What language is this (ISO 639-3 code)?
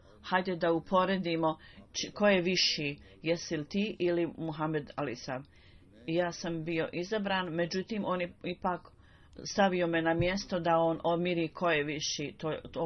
bos